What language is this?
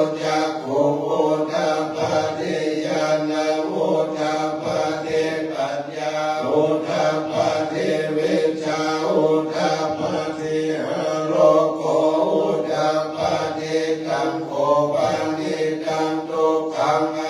Pali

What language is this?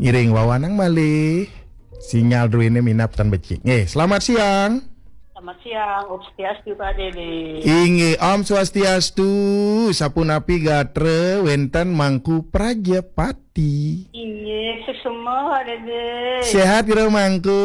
Balinese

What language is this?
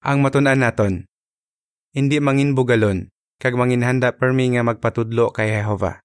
Hiligaynon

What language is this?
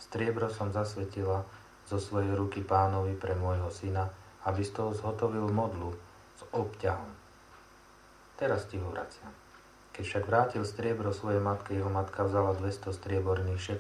Slovak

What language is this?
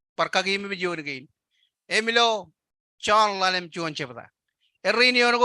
Marshallese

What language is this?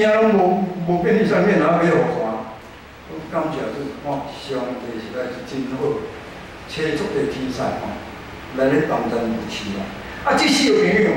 Min Nan Chinese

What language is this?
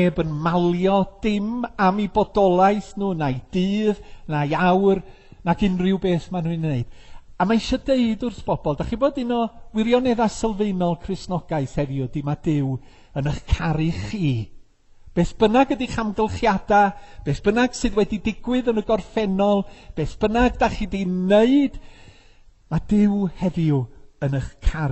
Welsh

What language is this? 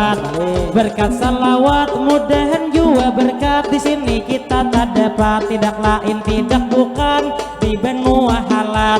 Banjar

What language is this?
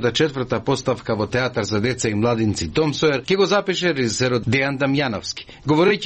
Macedonian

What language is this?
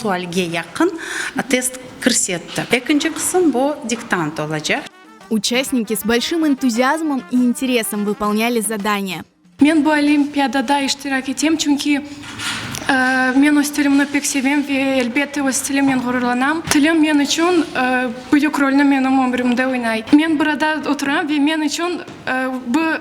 Crimean Tatar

